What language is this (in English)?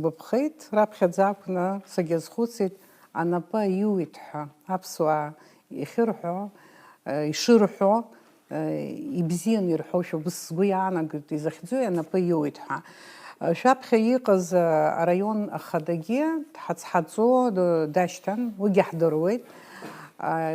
Abkhazian